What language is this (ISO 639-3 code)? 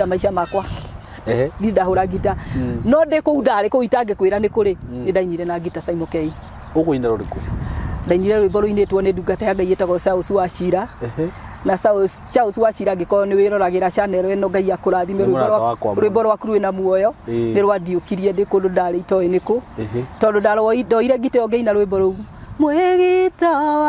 kik